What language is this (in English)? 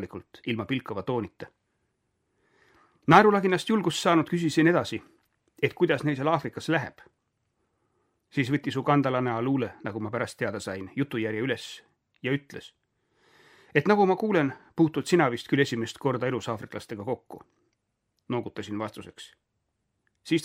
Estonian